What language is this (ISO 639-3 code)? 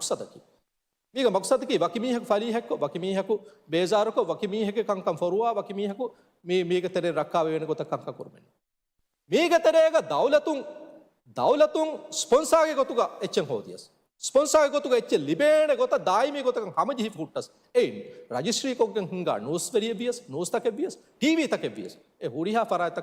div